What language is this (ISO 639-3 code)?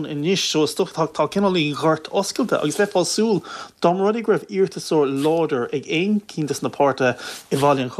gle